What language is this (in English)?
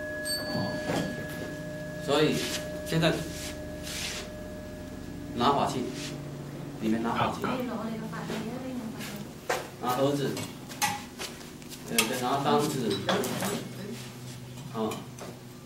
Chinese